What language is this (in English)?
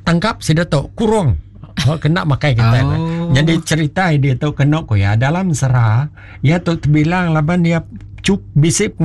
Iban